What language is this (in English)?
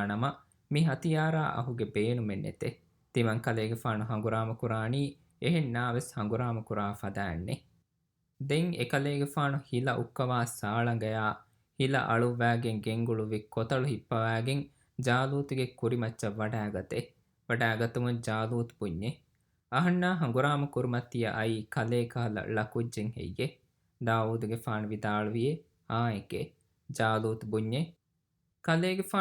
Divehi